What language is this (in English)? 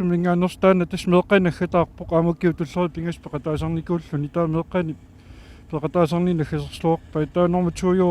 Kalaallisut